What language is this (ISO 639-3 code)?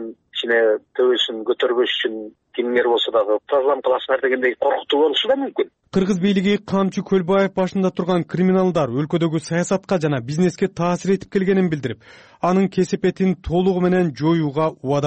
kir